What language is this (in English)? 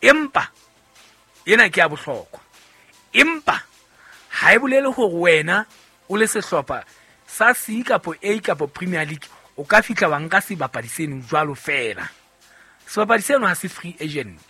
Southern Sotho